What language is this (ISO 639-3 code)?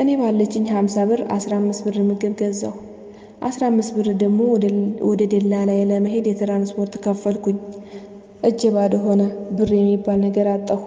amh